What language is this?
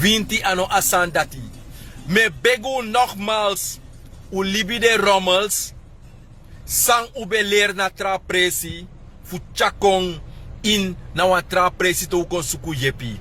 Sranan Tongo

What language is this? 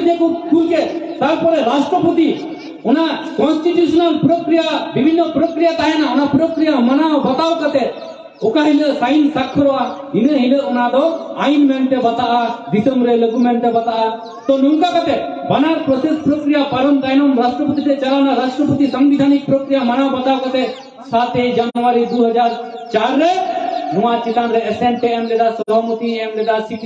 Santali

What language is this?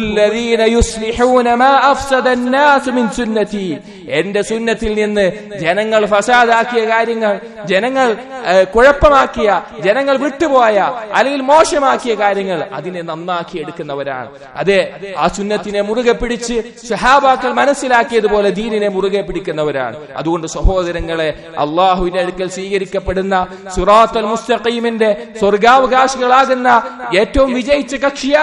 Malayalam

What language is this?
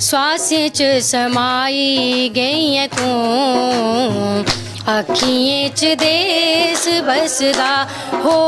Dogri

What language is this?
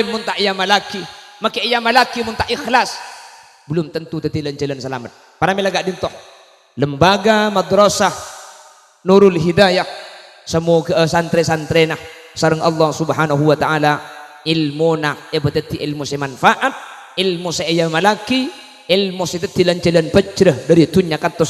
Madurese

